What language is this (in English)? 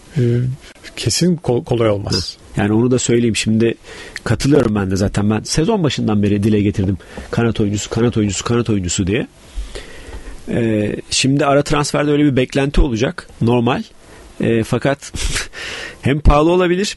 Turkish